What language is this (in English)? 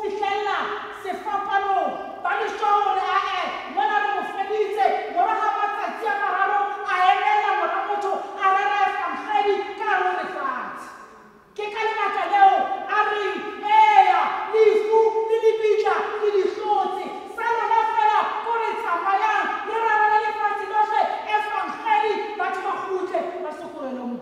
Tswana